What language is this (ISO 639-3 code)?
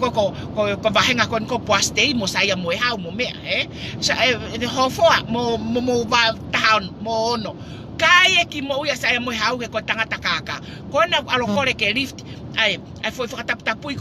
ton